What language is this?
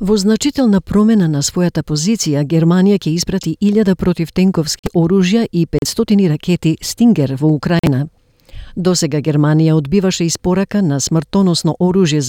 Macedonian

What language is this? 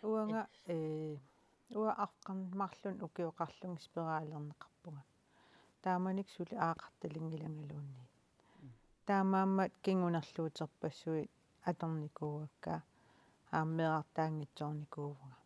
Kalaallisut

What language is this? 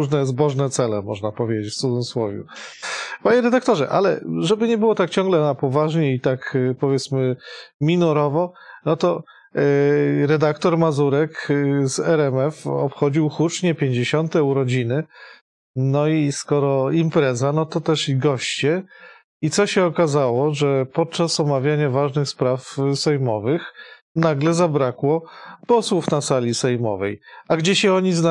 Polish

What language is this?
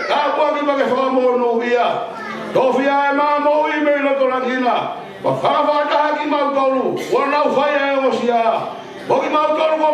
Tongan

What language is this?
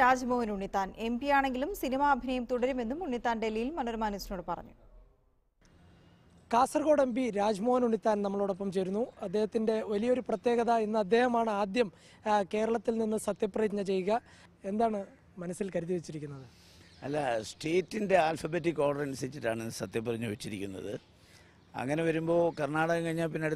Malayalam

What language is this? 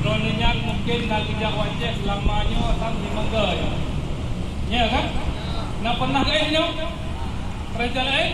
Achinese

